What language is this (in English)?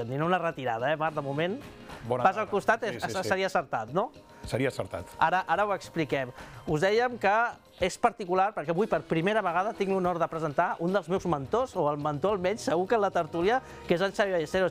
Catalan